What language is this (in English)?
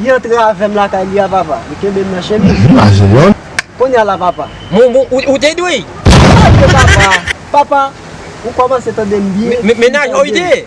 Haitian Creole